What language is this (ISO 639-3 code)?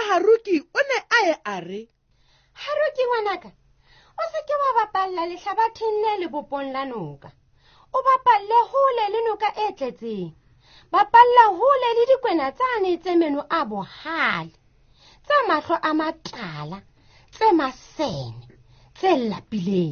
sot